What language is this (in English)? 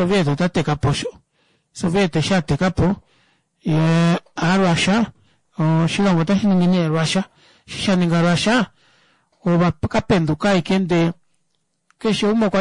Kuanyama